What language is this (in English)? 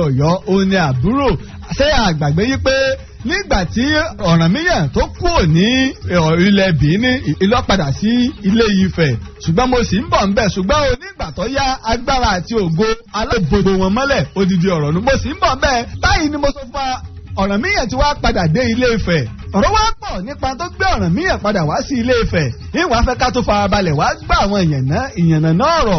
Yoruba